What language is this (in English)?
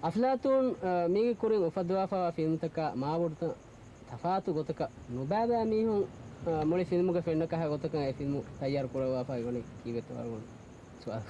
Divehi